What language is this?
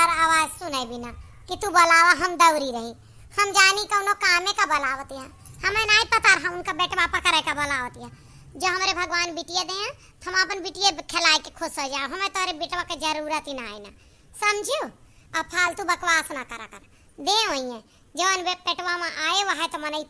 Awadhi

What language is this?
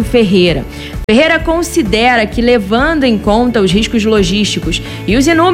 Portuguese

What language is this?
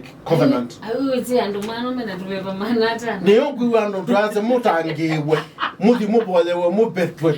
Kamba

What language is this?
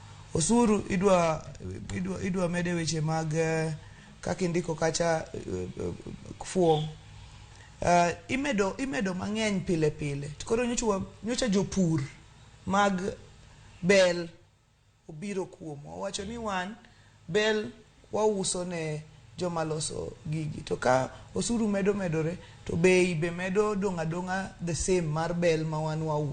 Luo (Kenya and Tanzania)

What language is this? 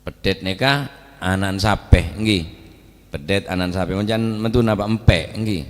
Madurese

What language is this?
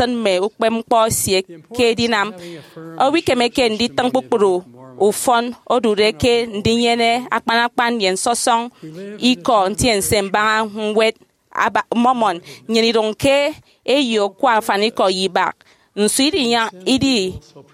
Efik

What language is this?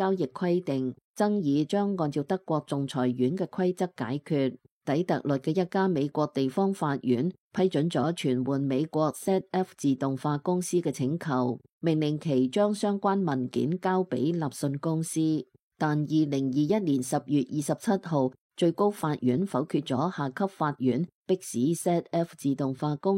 Cantonese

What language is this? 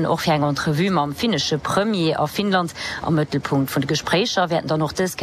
Luxembourgish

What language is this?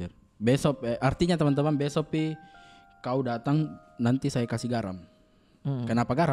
Makassar Malay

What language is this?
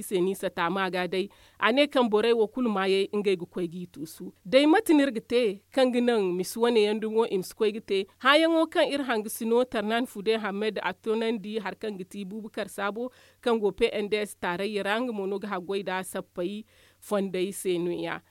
Zarma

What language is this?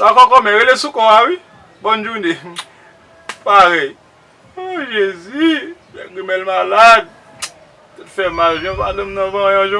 Haitian Creole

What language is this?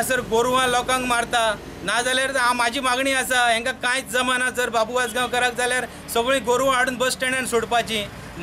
Konkani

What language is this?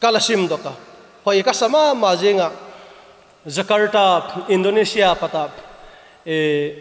Vaiphei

